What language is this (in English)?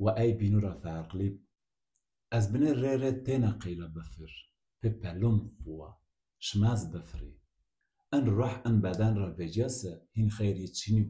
Zaza